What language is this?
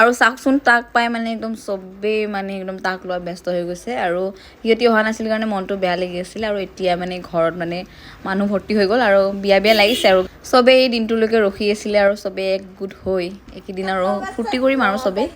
Assamese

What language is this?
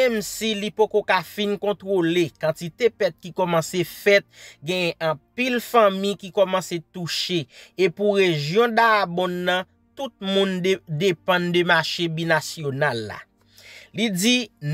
Haitian Creole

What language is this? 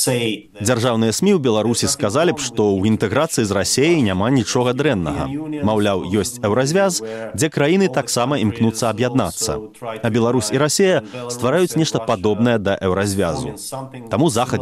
Belarusian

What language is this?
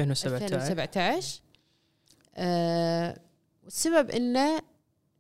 Gulf Arabic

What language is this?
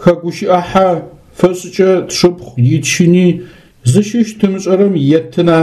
Adyghe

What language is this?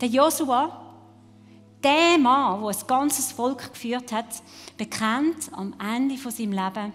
Swiss German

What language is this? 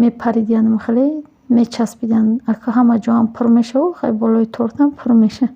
Tajik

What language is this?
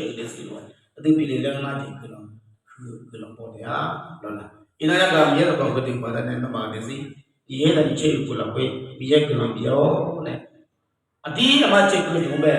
Akha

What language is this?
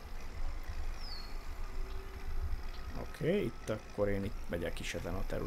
Hungarian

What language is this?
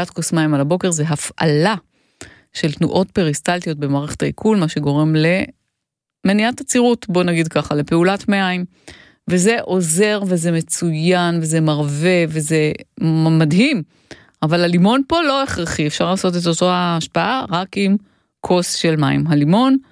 Hebrew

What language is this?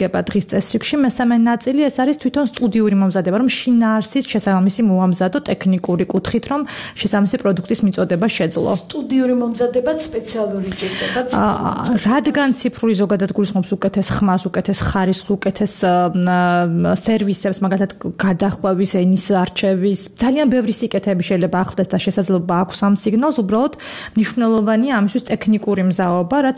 Georgian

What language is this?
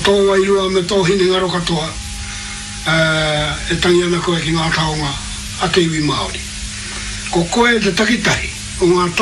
Māori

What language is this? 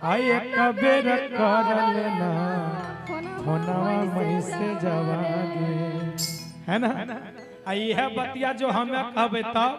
Magahi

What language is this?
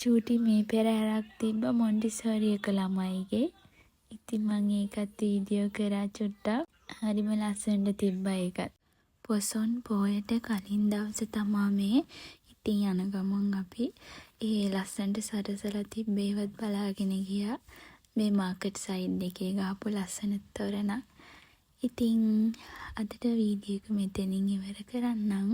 Sinhala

